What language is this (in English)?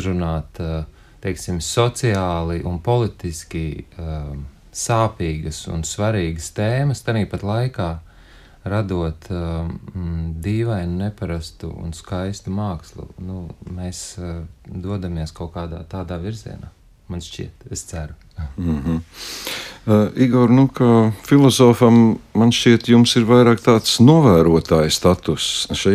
Latvian